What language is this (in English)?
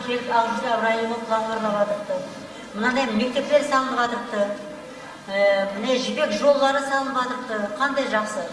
Kara-Kalpak